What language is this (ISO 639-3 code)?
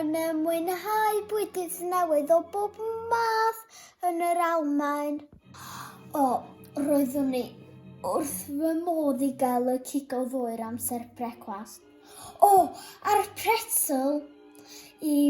cym